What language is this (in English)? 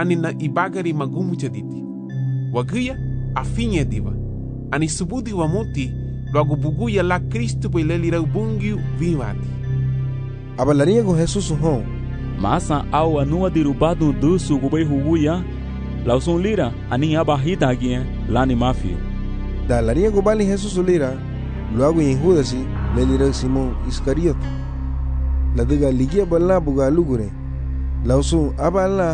Garifuna